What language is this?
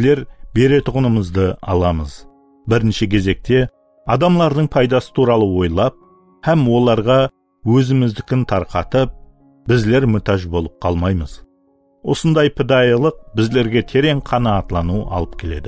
Kara-Kalpak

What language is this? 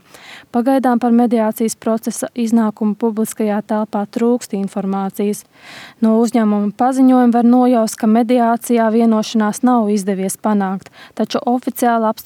Latvian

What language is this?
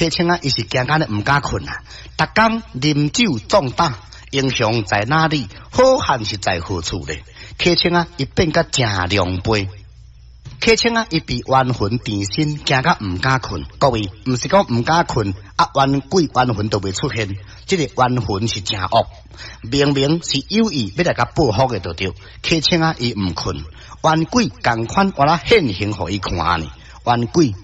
Min Nan Chinese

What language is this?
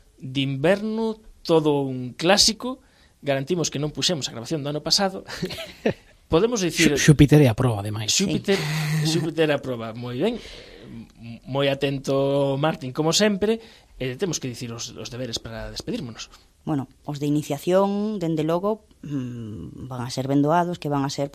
Galician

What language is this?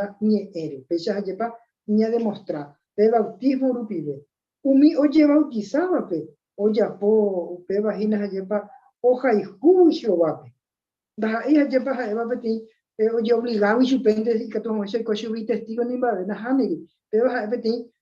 Guarani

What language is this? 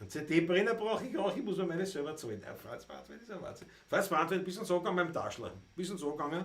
Bavarian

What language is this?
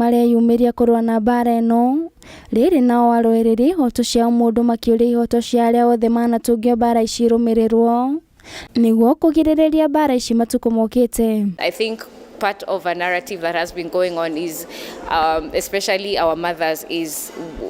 Kikuyu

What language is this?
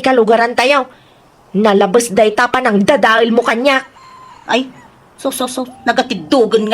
Iloko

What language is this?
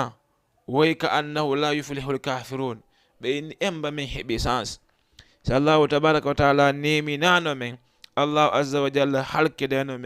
Fula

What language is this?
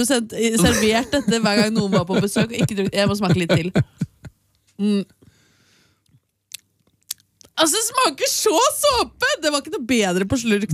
Norwegian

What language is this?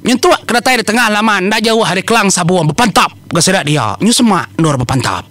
Iban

